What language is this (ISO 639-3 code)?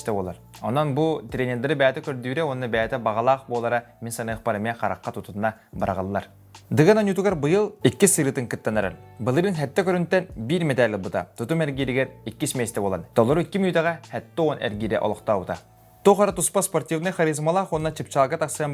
sah